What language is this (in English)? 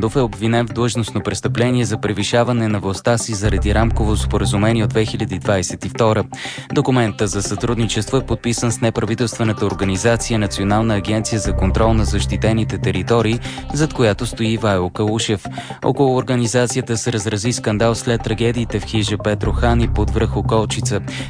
Bulgarian